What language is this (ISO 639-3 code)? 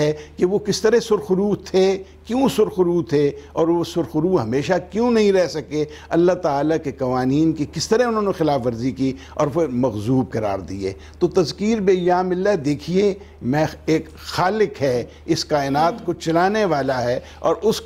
urd